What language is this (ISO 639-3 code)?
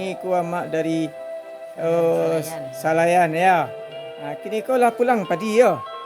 min